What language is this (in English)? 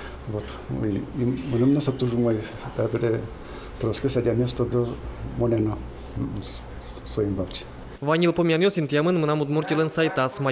Udmurt